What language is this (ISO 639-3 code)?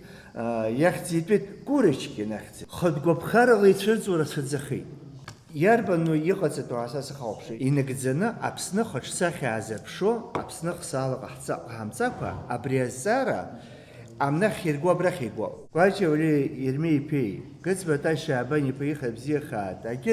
abk